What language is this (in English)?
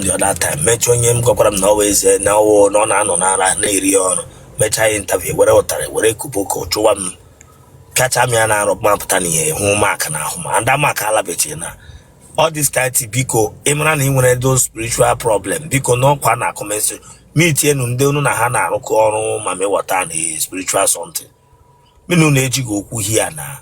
Igbo